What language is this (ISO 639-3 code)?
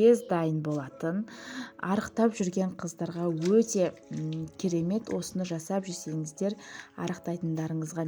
kaz